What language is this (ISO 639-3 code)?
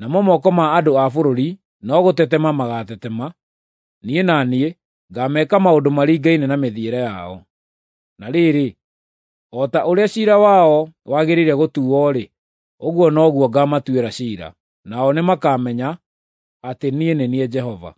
kik